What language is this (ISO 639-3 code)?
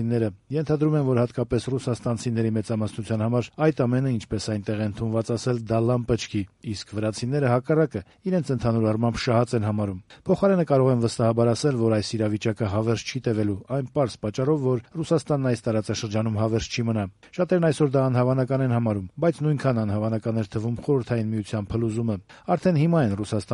hye